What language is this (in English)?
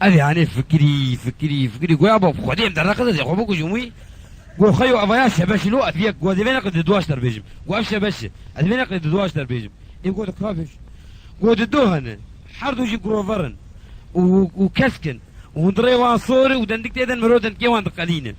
Kurdish